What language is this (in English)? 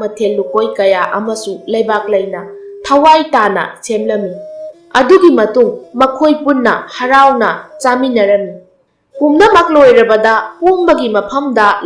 Manipuri